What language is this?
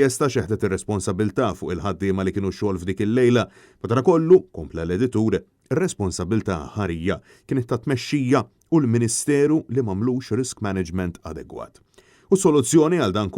Maltese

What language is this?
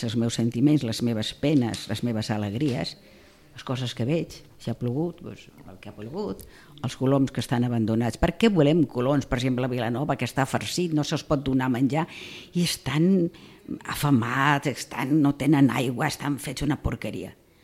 Catalan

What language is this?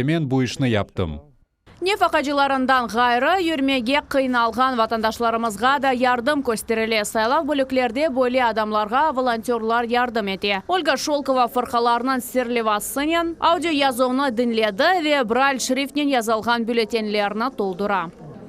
Crimean Tatar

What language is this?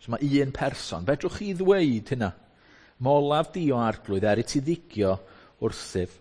Welsh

